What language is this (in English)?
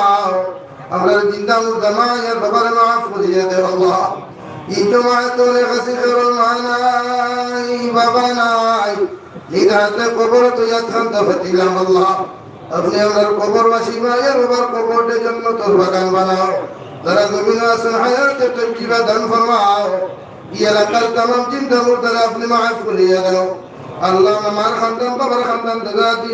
Sylheti